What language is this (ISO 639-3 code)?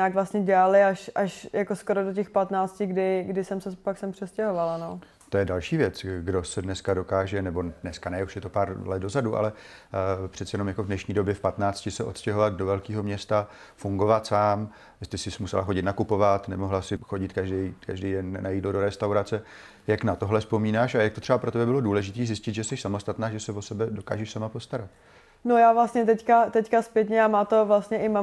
ces